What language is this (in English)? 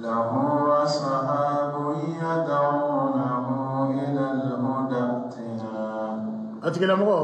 Bambara